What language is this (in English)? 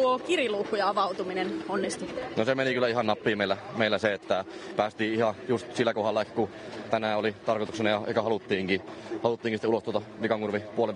Finnish